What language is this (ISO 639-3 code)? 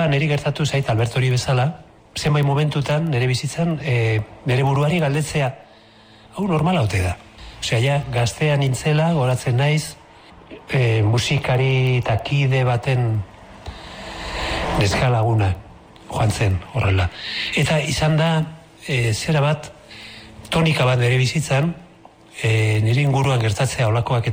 eus